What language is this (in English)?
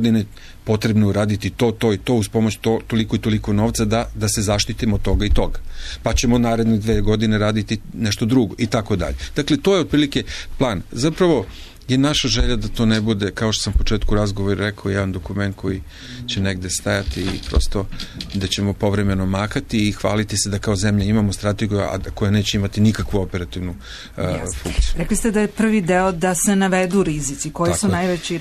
Serbian